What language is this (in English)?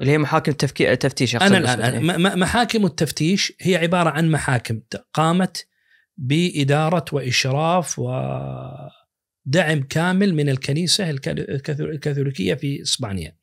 Najdi Arabic